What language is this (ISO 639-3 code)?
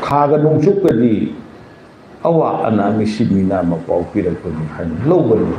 mni